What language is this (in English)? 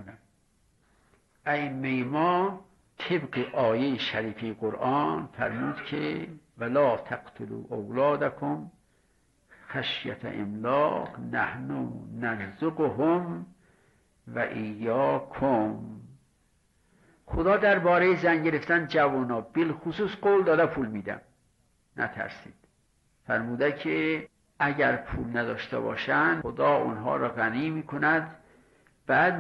Persian